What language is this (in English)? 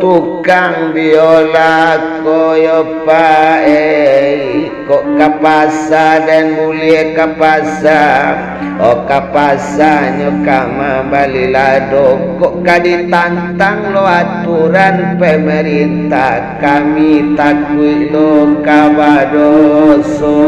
Minangkabau